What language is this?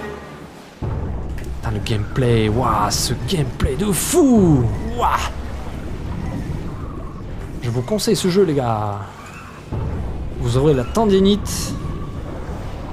French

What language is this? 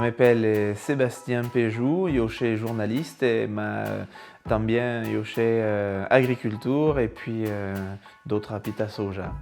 Occitan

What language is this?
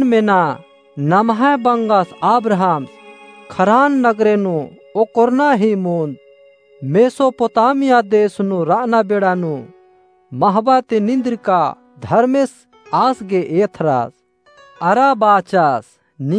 Kurukh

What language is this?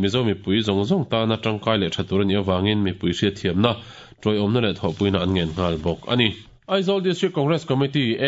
Mizo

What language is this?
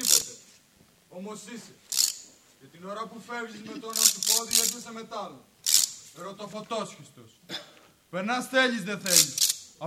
Greek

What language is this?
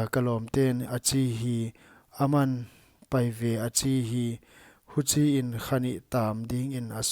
Paite Chin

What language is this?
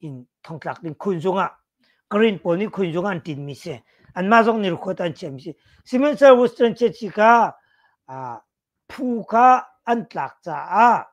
Hakha Chin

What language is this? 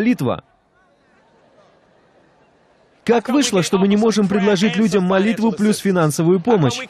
Russian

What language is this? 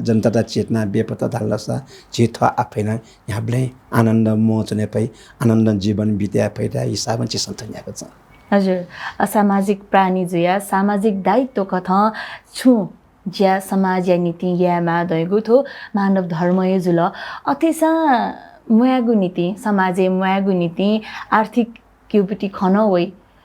Newari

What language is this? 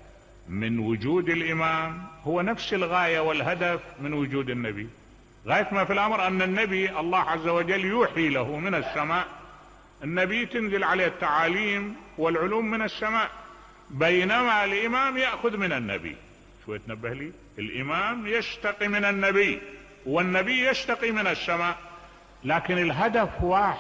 Mesopotamian Arabic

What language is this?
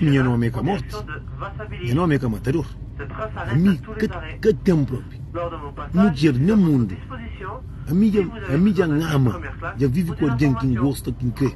Kabuverdianu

